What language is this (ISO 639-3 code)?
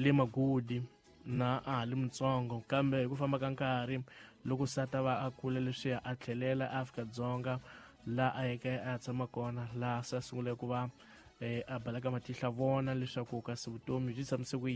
tso